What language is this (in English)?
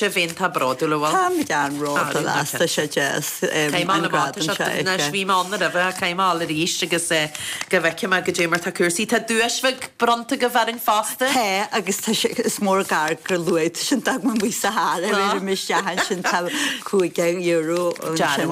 Irish